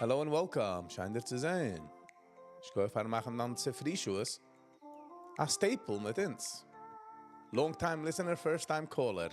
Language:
Yiddish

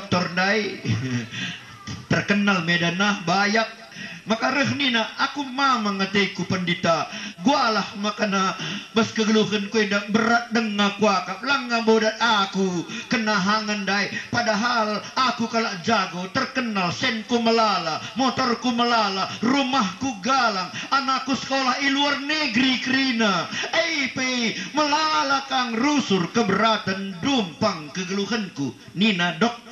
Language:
Batak Karo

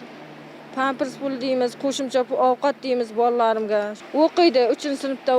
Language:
Uzbek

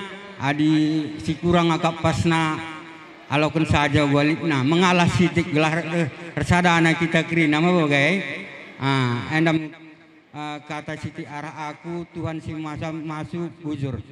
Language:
Batak Karo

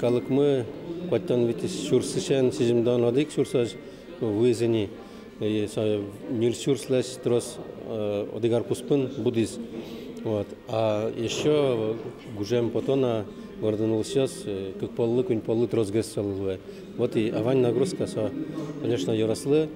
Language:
Udmurt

